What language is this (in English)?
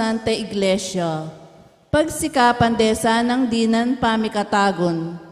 Pampanga